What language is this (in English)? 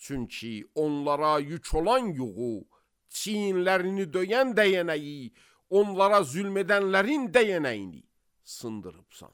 Azerbaijani